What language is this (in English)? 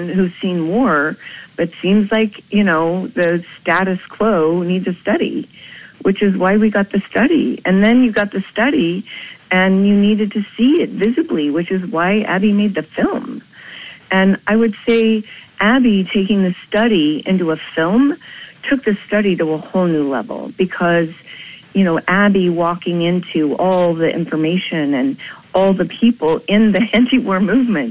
English